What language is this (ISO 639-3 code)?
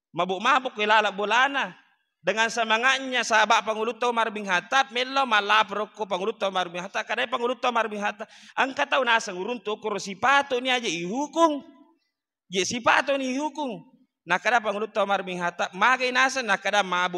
bug